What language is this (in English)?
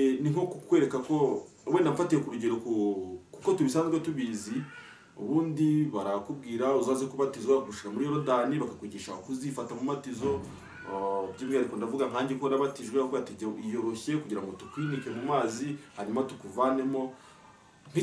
Kinyarwanda